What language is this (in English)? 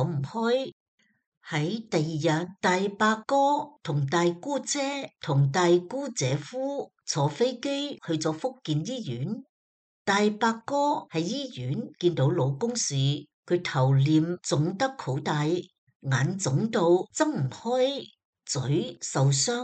Cantonese